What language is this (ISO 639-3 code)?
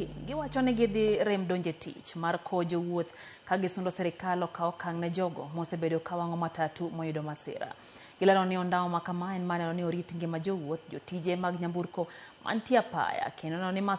luo